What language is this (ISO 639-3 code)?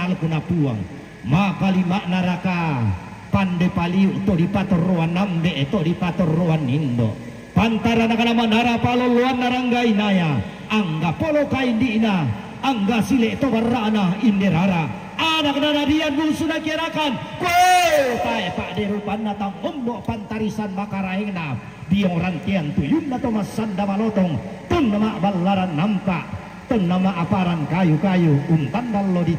sda